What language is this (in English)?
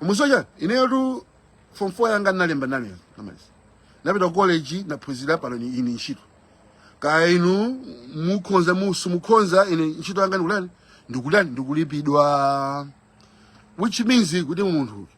Nyanja